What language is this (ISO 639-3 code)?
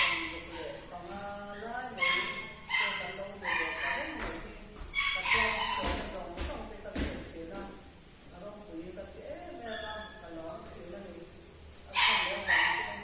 lus